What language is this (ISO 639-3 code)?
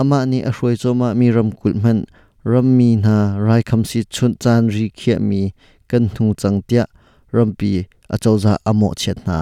cnh